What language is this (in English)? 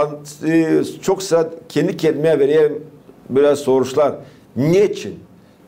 Gagauz